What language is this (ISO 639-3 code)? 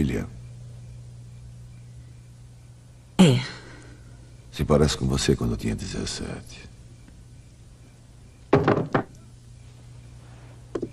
por